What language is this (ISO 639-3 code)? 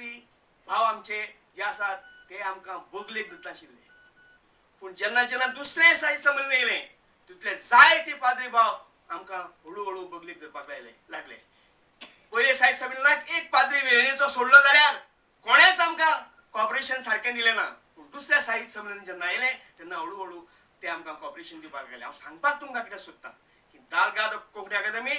kok